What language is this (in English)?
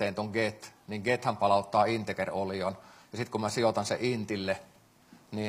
Finnish